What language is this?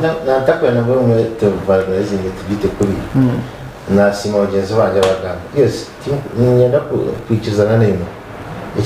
Nyankole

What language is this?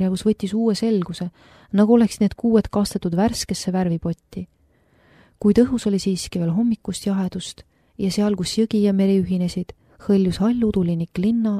Estonian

